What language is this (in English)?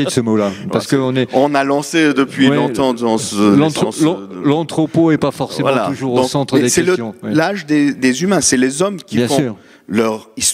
French